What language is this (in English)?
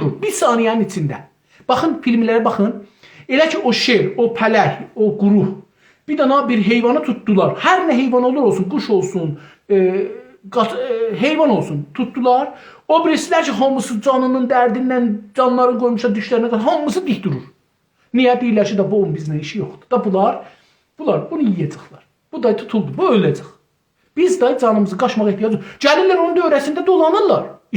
South Azerbaijani